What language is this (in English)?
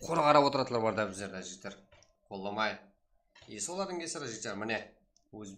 Kara-Kalpak